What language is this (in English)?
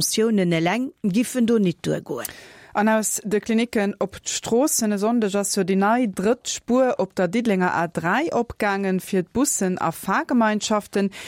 Luxembourgish